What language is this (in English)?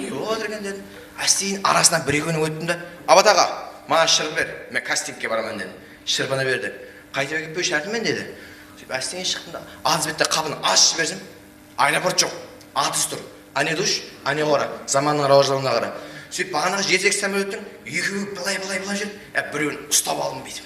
Kara-Kalpak